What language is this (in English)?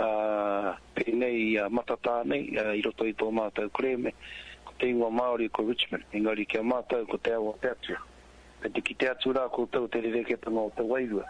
Māori